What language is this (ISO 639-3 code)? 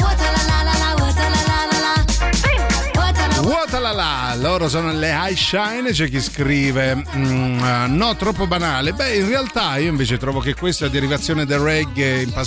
ita